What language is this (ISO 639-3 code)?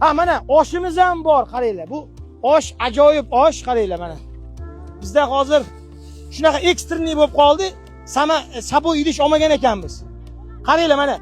uzb